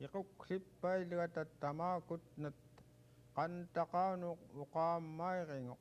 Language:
Central Yupik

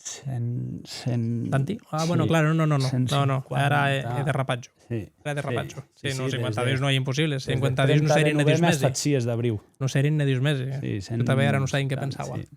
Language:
Occitan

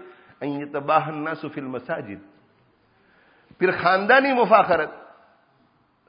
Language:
Urdu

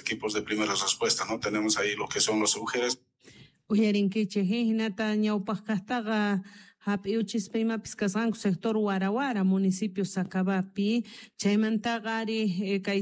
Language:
South Bolivian Quechua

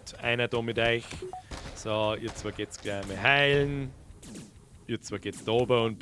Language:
Bavarian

